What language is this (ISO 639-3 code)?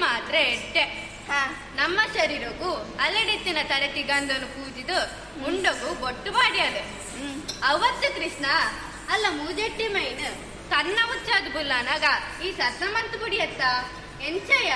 tcy